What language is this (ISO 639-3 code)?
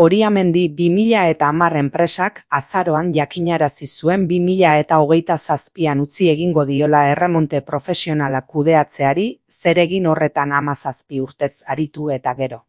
eus